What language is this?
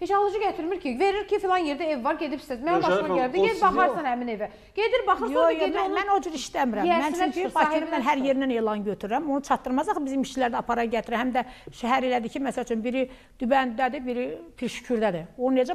Azerbaijani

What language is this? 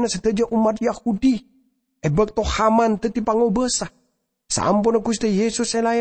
Madurese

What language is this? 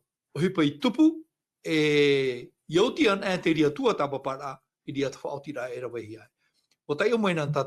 Tahitian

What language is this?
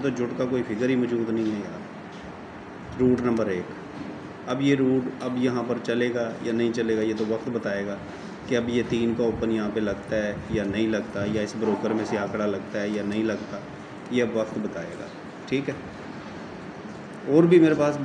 Hindi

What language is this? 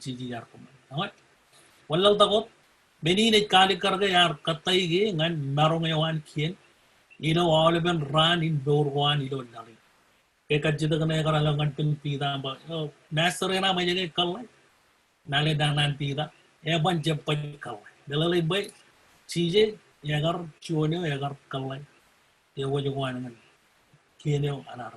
Marshallese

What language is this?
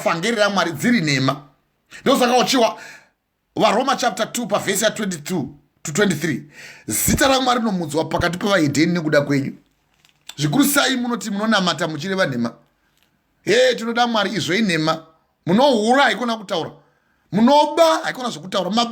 Shona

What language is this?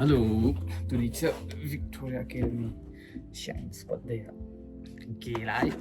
Hakha Chin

